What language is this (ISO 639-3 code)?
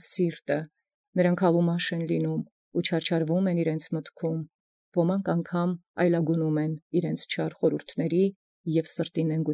hye